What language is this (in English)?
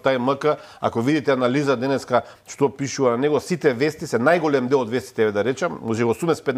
Macedonian